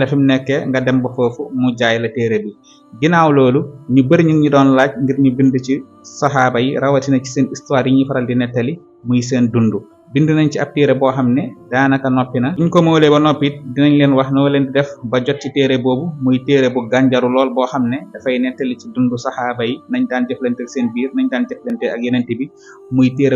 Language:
Wolof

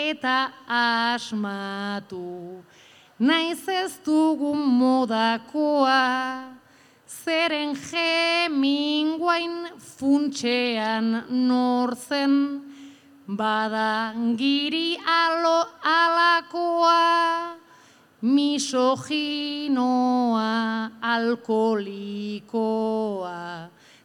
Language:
Basque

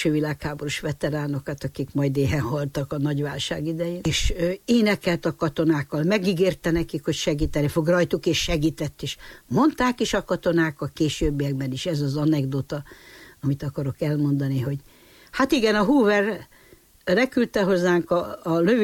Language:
Hungarian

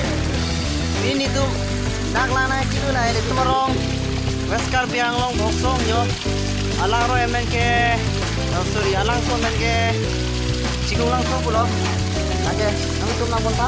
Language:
Karbi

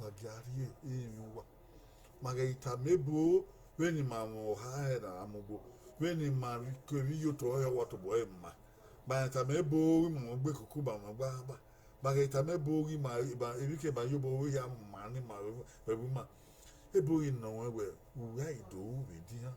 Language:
Bini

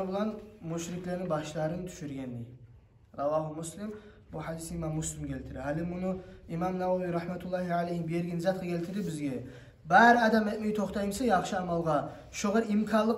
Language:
Kumyk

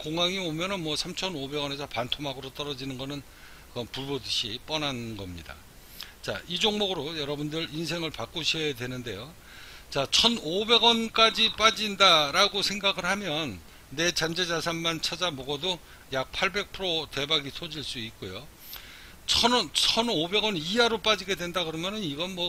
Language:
Korean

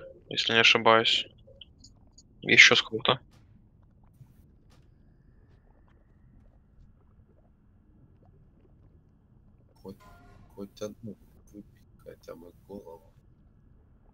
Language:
Russian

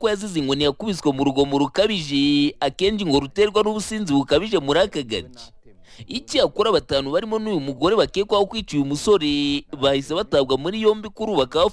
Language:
Kinyarwanda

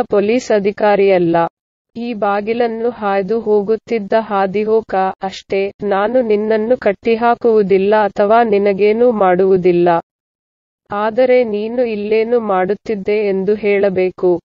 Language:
Kannada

